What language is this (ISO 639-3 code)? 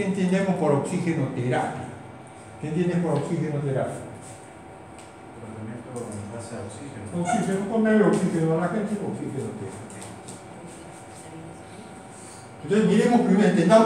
spa